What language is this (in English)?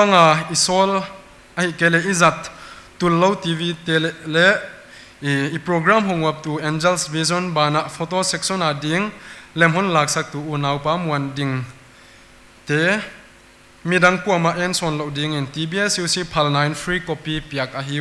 Paite Chin